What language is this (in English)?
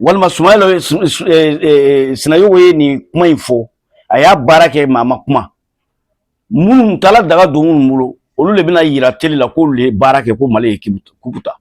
Bambara